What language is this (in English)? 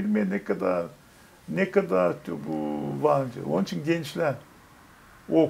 Gagauz